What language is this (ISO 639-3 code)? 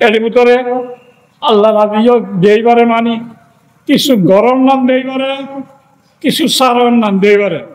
rhg